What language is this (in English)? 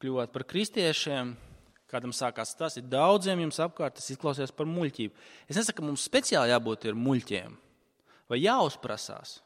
Latvian